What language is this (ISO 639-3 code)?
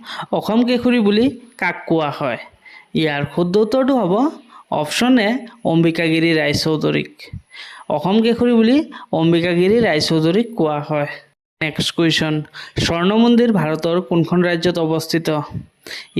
asm